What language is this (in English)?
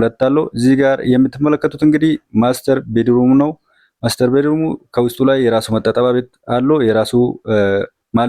Amharic